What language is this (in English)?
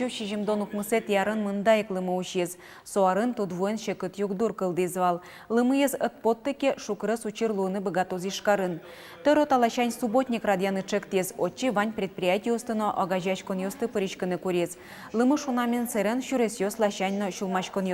Udmurt